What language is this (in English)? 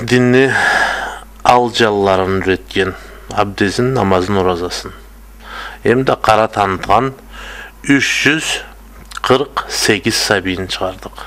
Karachay-Balkar